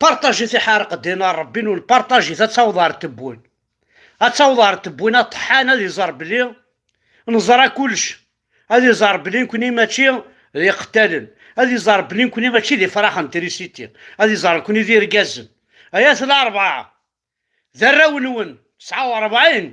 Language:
Kabyle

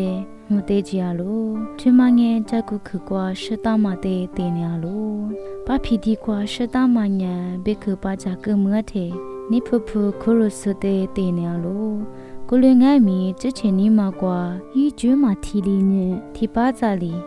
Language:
Lisu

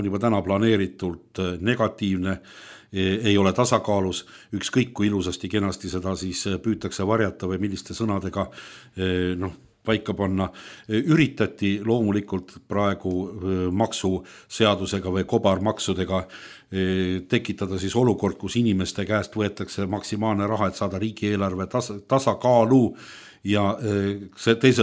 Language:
Estonian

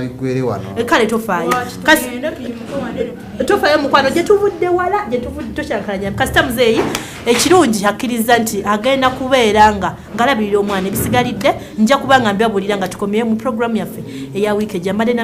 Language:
Ganda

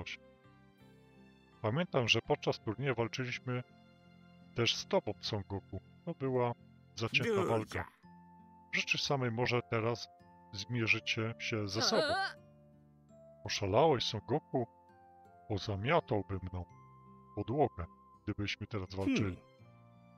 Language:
Polish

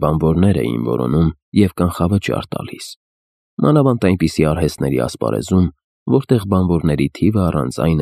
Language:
Armenian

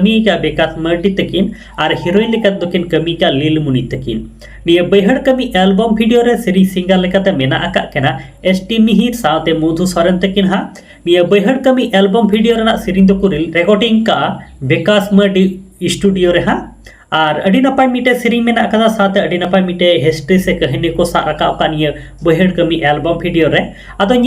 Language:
Santali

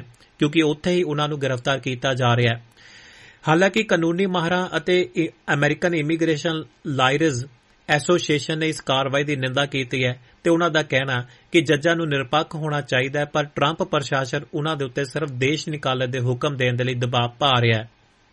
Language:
Punjabi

